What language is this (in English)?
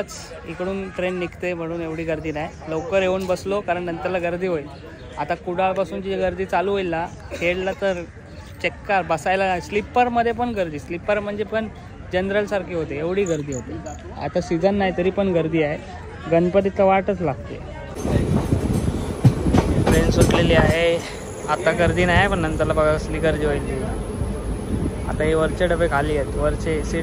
Marathi